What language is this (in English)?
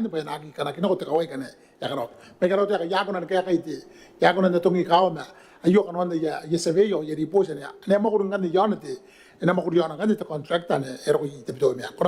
Gilbertese